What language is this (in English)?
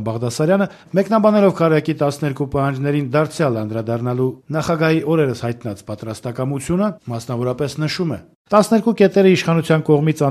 Armenian